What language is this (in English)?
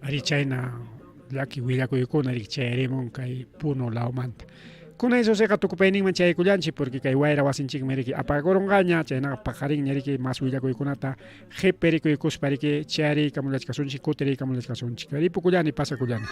Ayacucho Quechua